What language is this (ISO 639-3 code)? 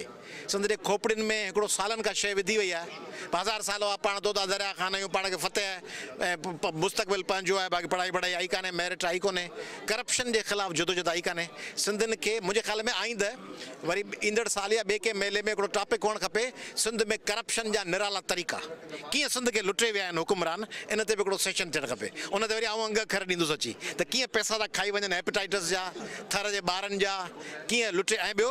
snd